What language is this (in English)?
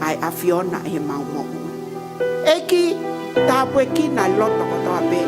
Tongan